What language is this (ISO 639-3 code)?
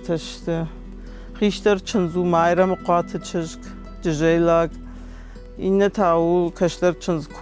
oss